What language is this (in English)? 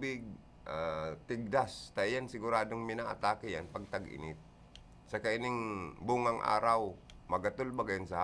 Bikol